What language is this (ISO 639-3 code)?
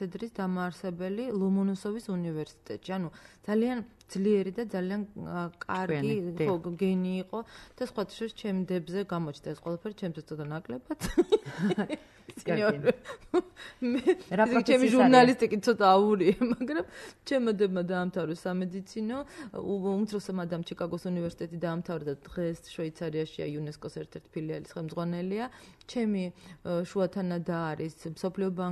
kat